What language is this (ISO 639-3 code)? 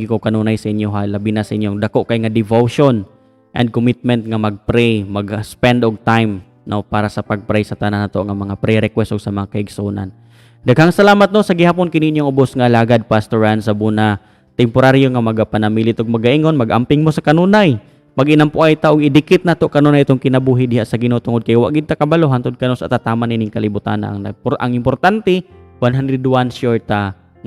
ceb